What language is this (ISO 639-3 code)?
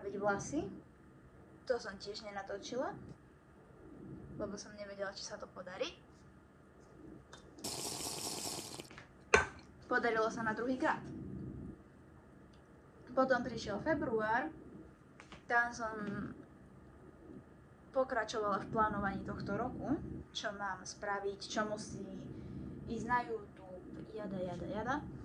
slk